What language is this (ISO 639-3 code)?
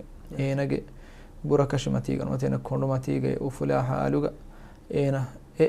div